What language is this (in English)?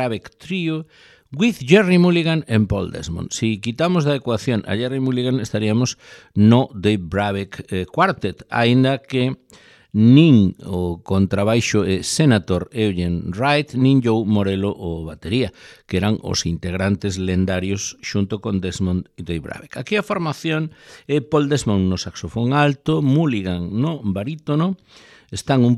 Galician